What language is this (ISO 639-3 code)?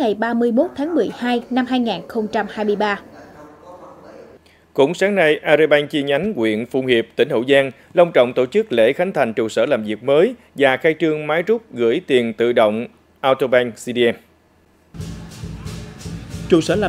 vie